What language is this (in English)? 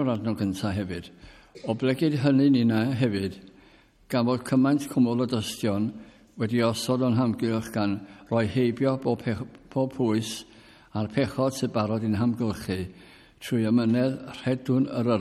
Welsh